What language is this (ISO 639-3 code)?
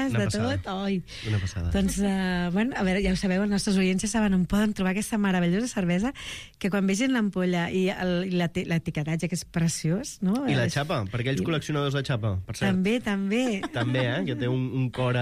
cat